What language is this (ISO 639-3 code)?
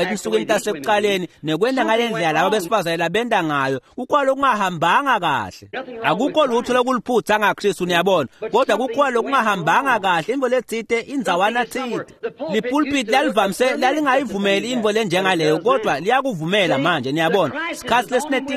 ssw